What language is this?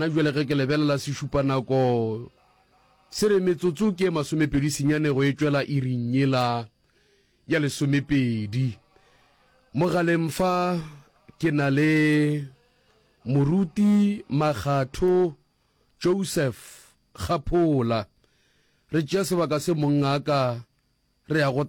Northern Sotho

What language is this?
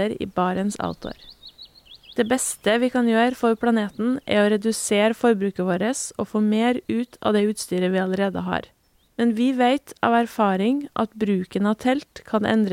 Norwegian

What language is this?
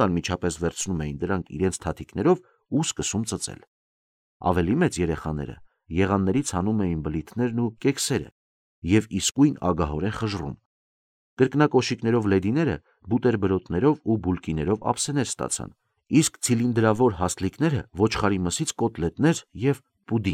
Armenian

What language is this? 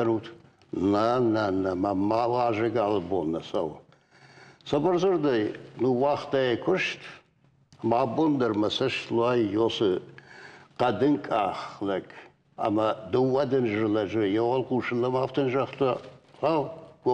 Ossetic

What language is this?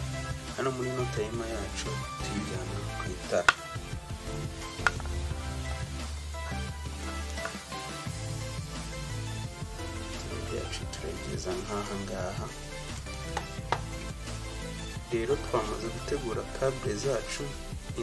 Kinyarwanda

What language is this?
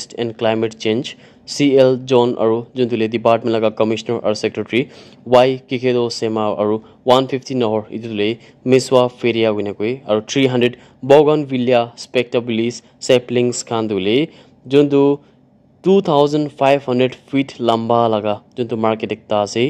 Naga Pidgin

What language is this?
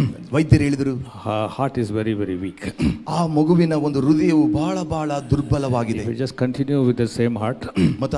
Kannada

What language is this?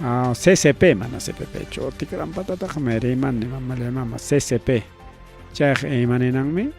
Ayacucho Quechua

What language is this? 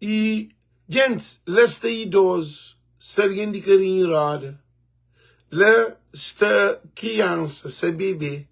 Kabuverdianu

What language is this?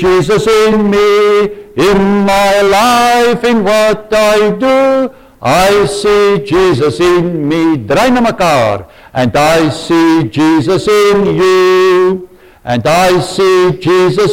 Afrikaans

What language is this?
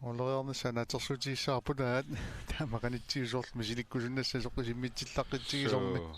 Kalaallisut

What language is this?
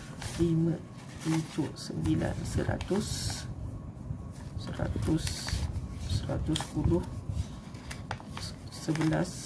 Malay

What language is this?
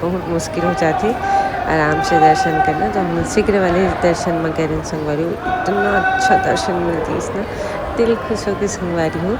Chhattisgarhi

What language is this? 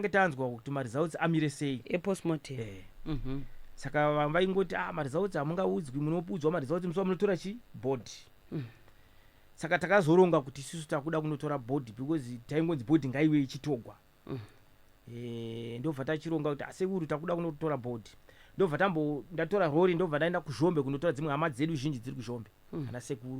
Shona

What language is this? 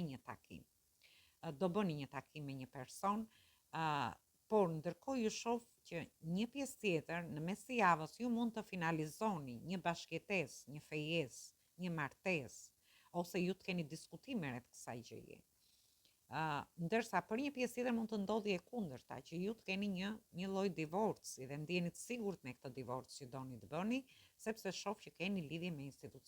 Albanian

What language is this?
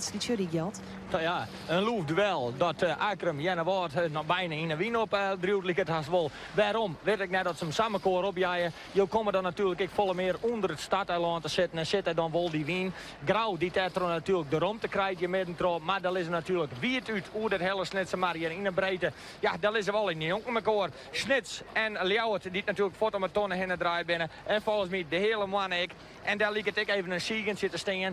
Western Frisian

